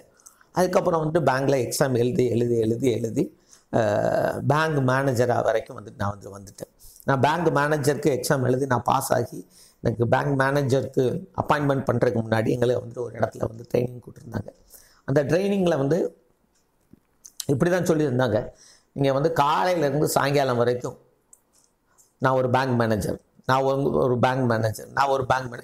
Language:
Tamil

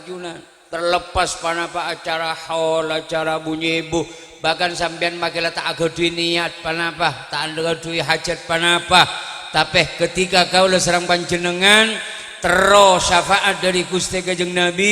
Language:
Madurese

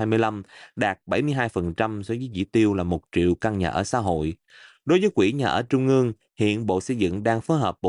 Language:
Vietnamese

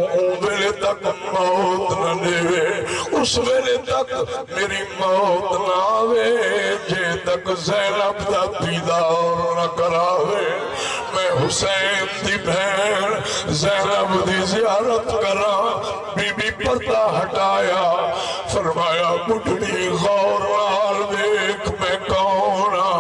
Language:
Saraiki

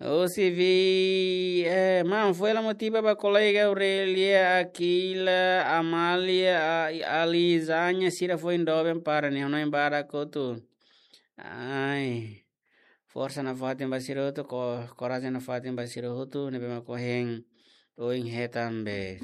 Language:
Tetum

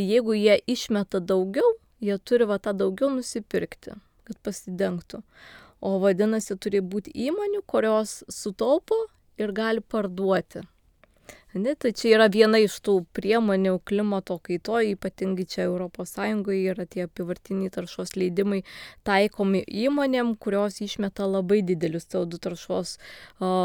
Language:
Lithuanian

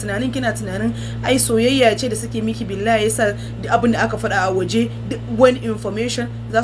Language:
Hausa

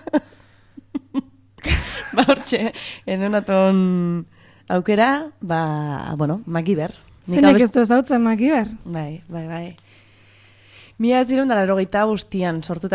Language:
Basque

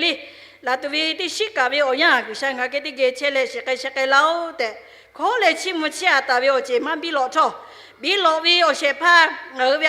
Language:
Lahu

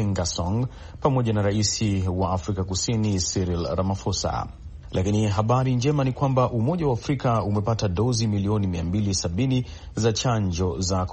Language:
Swahili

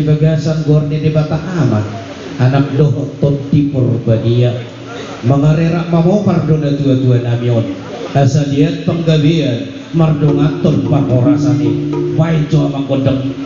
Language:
Batak Toba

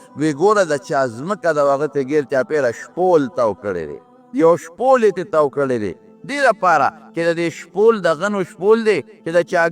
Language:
Pashto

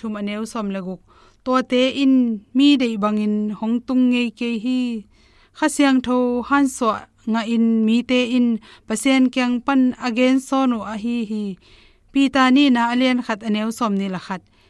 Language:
Tedim Chin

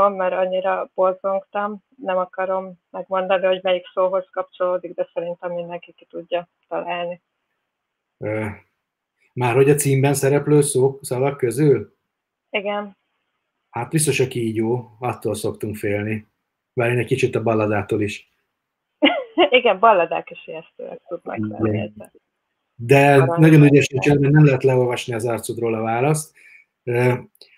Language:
Hungarian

